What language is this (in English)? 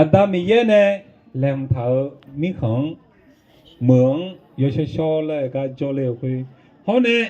Akha